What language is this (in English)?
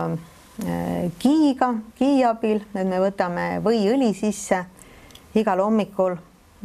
Estonian